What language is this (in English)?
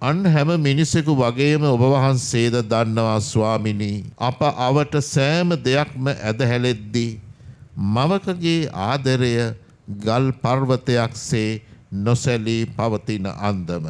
Sinhala